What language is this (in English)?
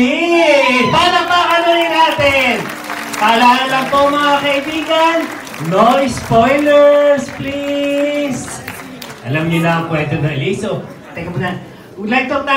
Filipino